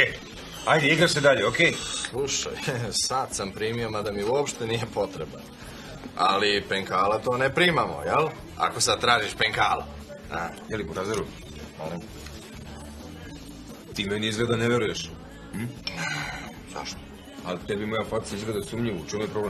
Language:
Serbian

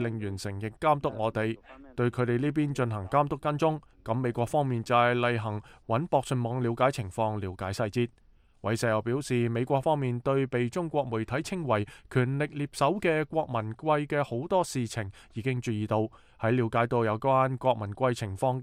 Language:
Cantonese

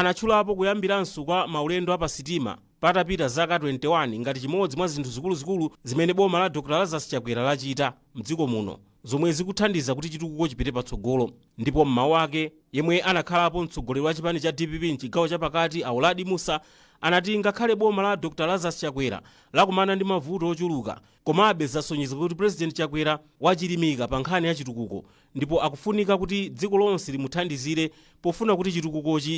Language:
Nyanja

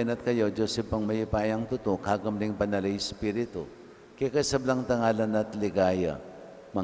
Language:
Pampanga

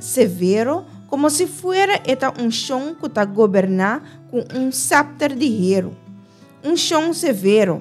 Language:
Papiamento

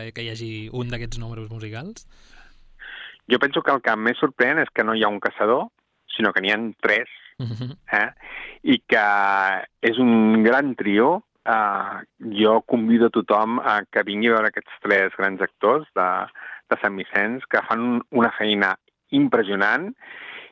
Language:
Catalan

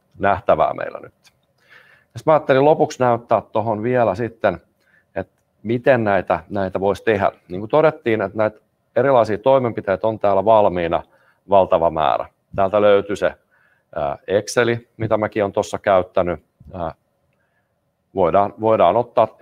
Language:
Finnish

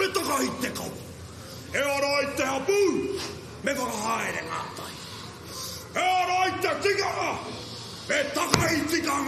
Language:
Māori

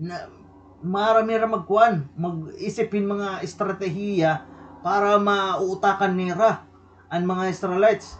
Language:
Waray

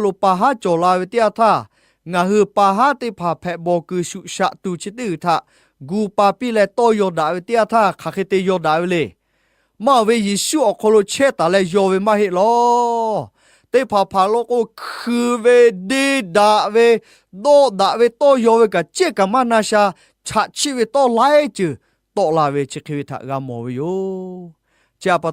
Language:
Lahu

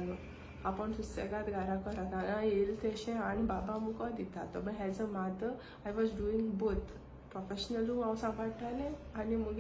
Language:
Konkani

